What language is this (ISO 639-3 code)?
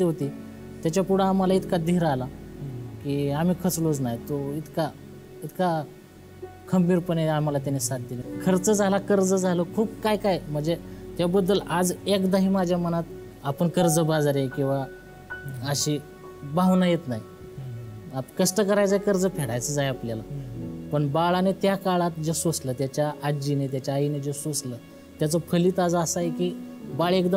mar